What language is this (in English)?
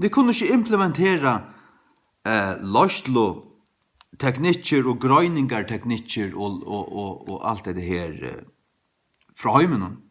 Faroese